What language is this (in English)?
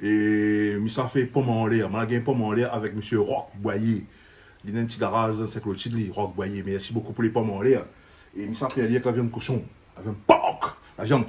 Réunion Creole French